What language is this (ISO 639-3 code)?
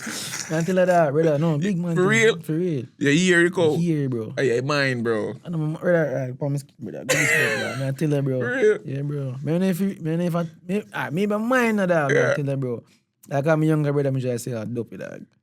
jam